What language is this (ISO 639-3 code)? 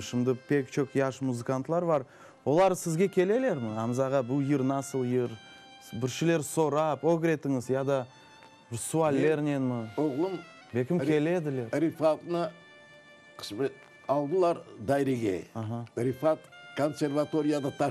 crh